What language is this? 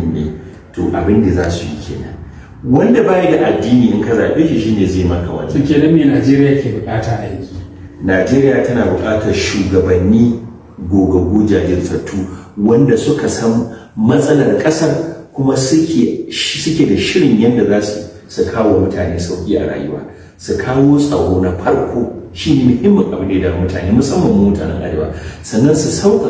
Hausa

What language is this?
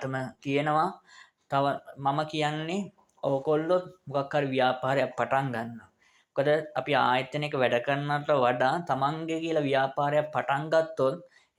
Sinhala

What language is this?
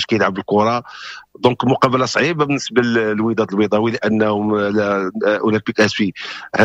Moroccan Arabic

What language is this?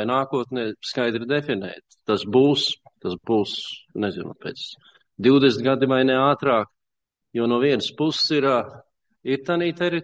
Latvian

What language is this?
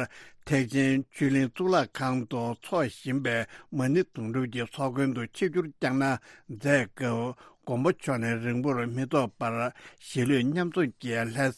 Tibetan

